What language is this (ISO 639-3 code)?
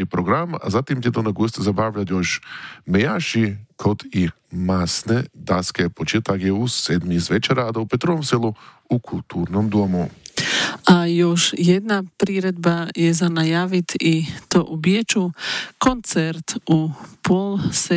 hrv